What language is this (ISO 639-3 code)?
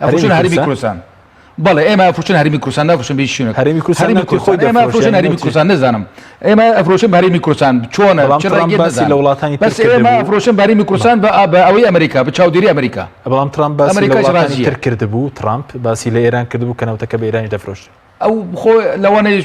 ckb